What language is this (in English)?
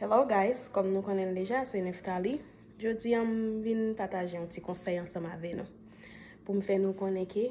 Haitian Creole